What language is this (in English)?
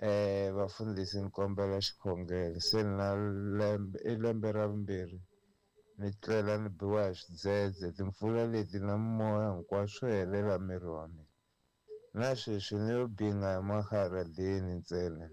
Tsonga